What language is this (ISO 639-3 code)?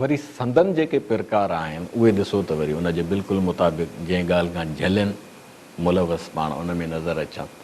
snd